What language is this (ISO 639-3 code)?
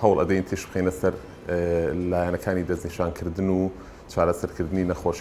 ckb